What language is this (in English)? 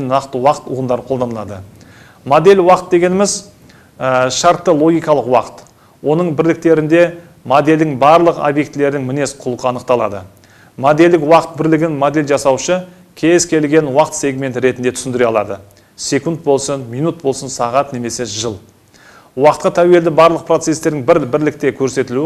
Kazakh